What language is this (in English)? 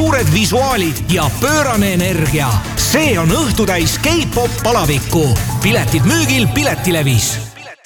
Estonian